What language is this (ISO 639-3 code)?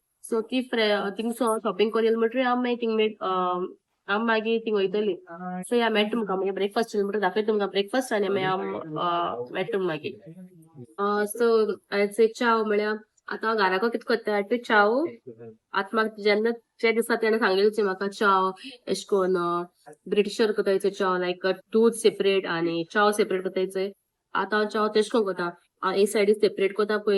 kok